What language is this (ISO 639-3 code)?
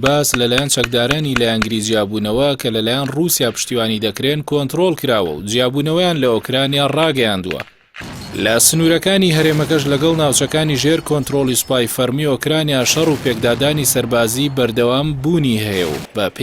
ckb